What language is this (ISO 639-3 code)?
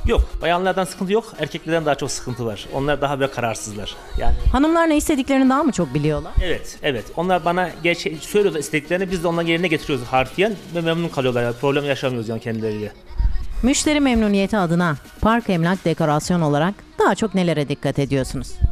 tur